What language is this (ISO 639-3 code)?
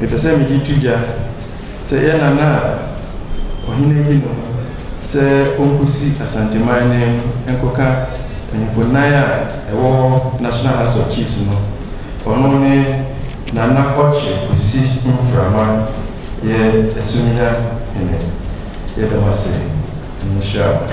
aka